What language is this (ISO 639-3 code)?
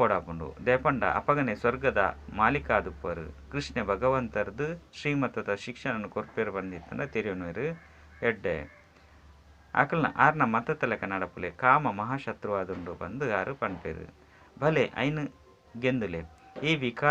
tcy